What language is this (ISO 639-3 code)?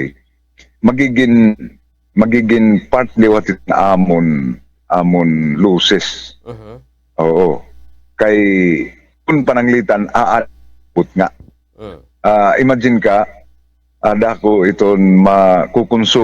war